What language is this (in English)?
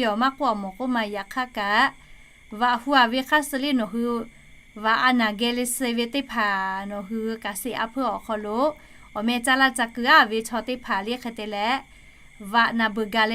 Lahu